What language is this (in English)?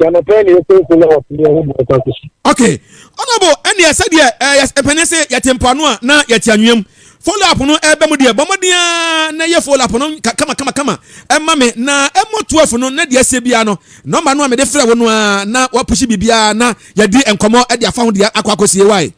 Akan